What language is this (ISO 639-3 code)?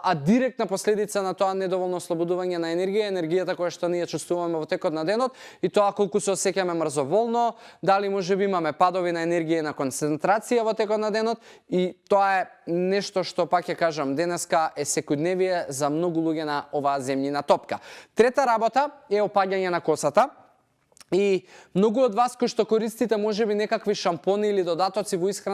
mkd